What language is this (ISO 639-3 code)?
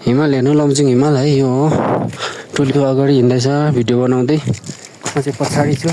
nep